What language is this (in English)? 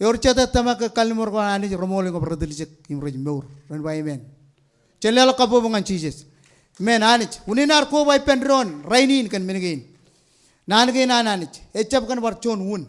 Marshallese